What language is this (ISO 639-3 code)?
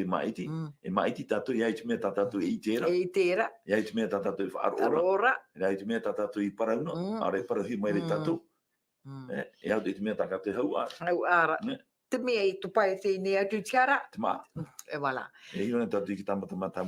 tah